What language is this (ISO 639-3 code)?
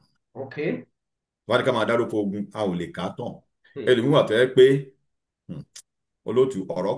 yor